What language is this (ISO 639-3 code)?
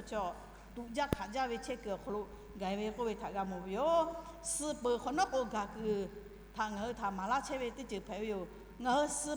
lhu